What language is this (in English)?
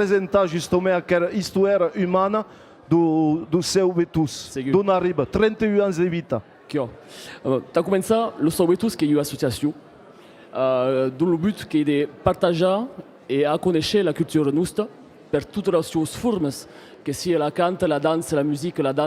Occitan